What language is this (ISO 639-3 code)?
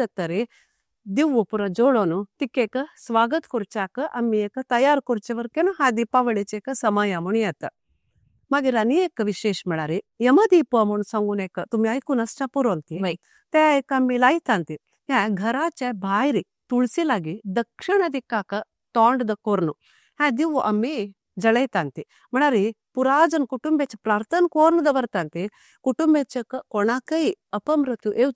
kok